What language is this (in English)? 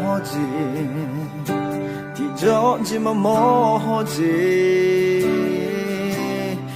Akha